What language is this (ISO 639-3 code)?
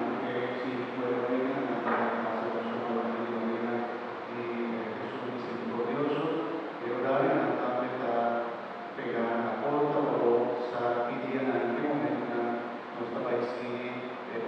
pap